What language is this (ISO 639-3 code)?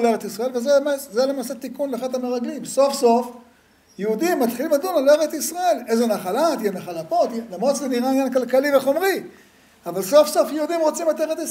heb